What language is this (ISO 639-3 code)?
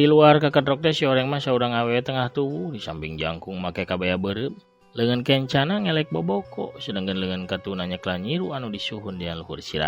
sun